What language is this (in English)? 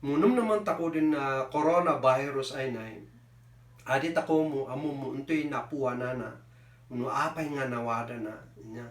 Kankanaey